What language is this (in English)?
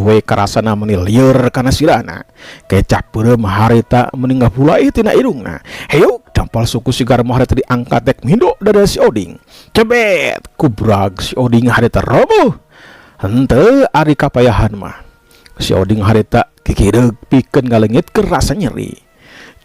Sundanese